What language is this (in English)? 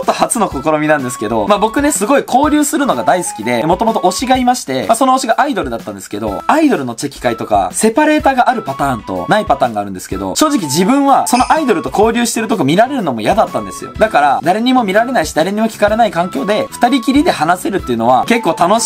Japanese